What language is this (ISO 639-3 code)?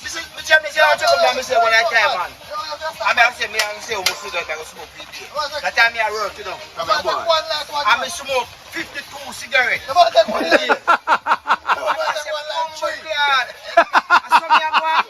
jam